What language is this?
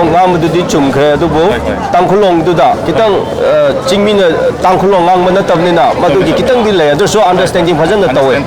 Manipuri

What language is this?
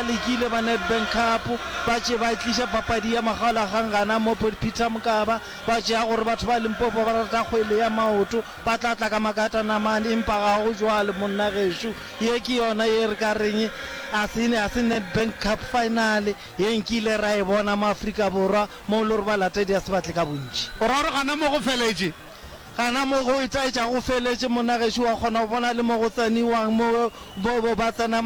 Northern Sotho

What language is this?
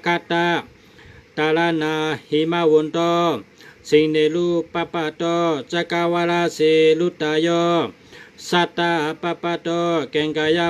Shan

